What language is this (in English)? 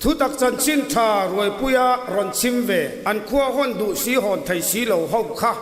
Mizo